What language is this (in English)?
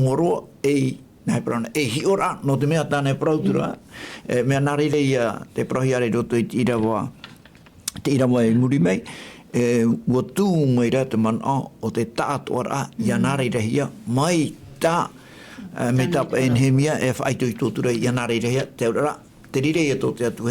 Tahitian